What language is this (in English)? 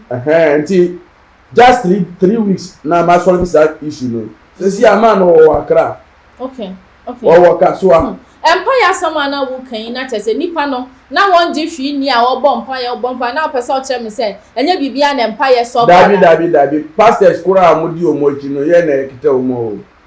Akan